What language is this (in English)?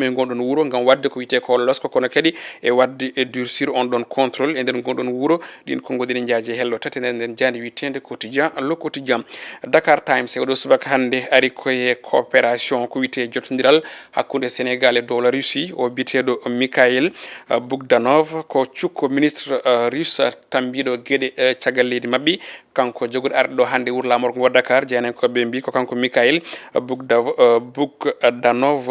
Fula